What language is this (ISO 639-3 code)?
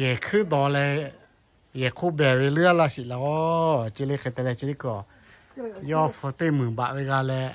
lhu